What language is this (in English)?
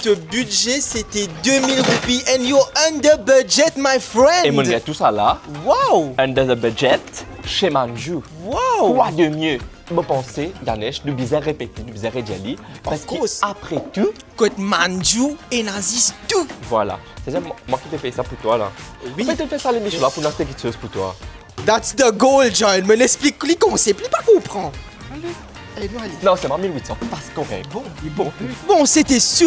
Morisyen